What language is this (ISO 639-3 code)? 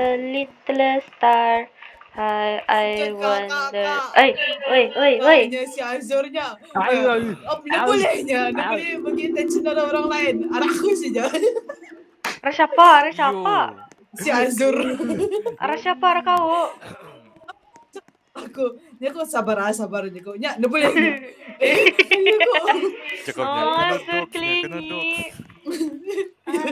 msa